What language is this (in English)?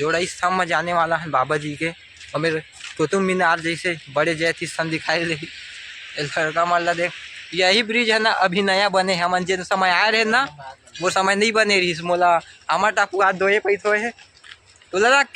Chhattisgarhi